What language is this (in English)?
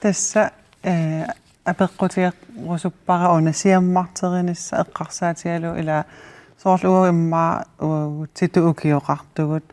Kalaallisut